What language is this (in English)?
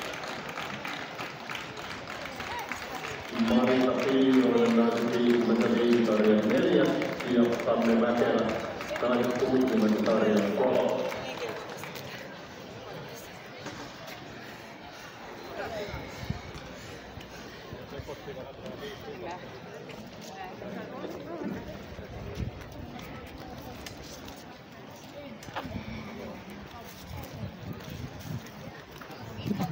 Finnish